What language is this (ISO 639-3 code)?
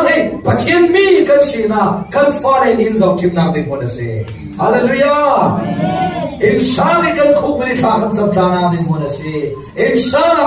cfm